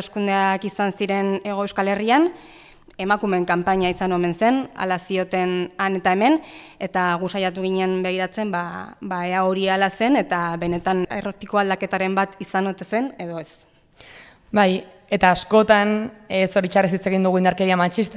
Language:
Basque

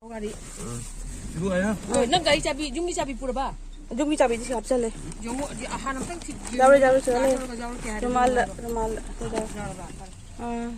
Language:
Manipuri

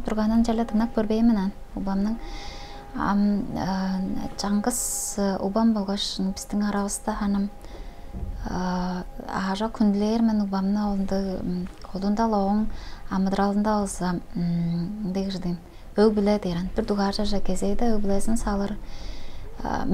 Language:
Tuvinian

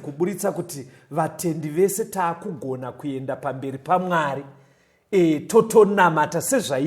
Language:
Shona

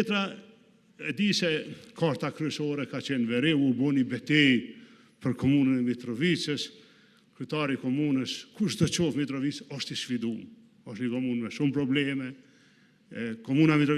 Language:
Albanian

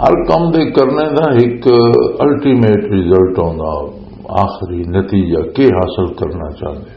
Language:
Western Panjabi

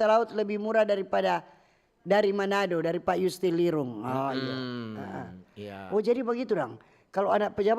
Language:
Manado Malay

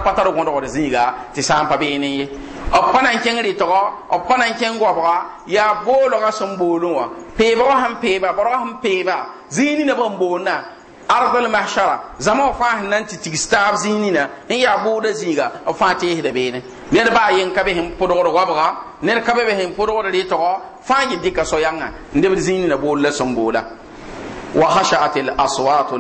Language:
Mossi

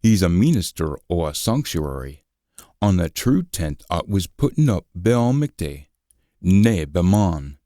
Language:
Scots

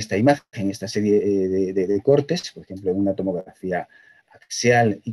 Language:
Spanish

